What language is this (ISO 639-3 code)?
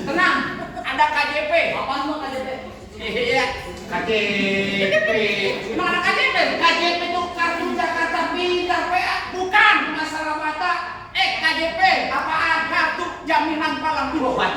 bew